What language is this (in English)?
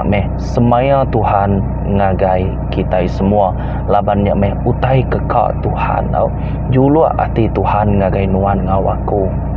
Iban